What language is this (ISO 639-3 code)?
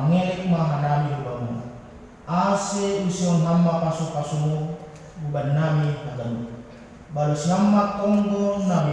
bts